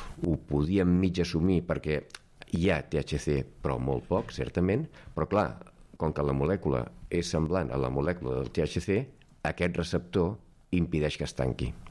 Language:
Catalan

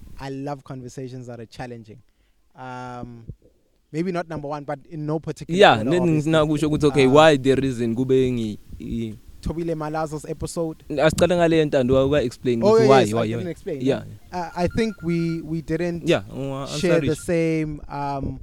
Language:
English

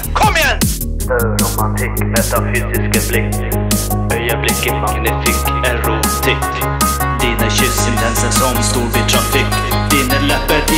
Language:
Norwegian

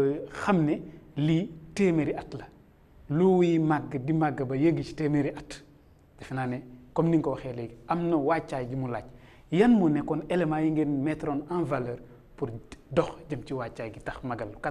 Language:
Wolof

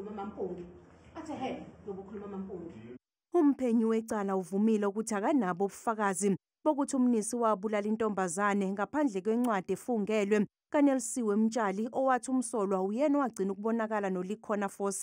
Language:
Zulu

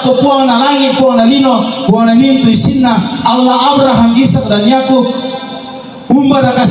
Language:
Toraja-Sa'dan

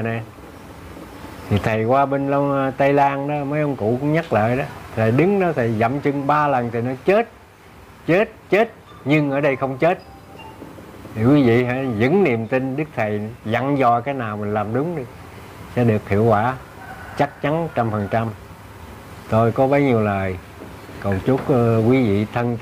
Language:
Vietnamese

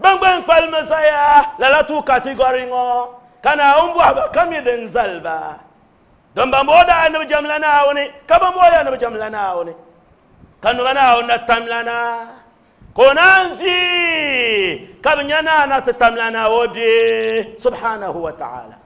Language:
Dagbani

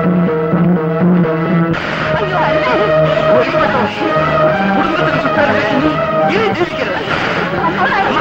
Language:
Malayalam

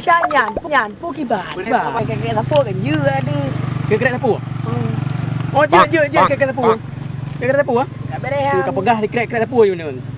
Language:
Achinese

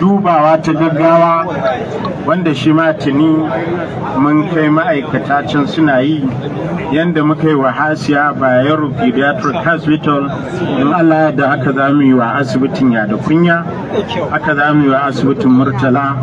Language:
Hausa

